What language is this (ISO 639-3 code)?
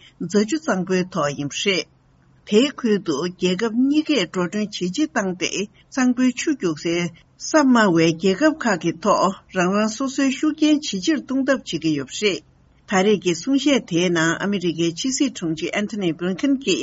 bod